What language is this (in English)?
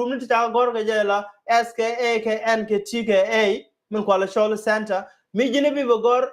Nuer